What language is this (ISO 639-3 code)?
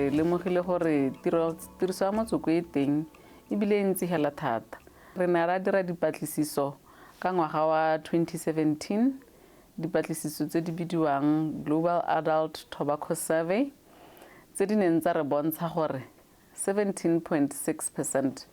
tsn